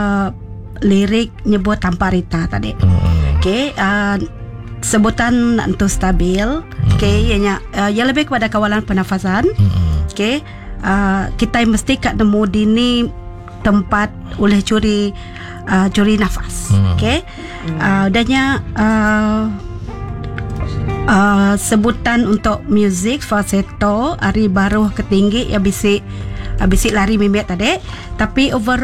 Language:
Iban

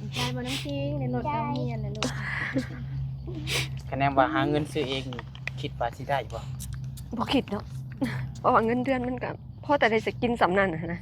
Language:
Northeastern Thai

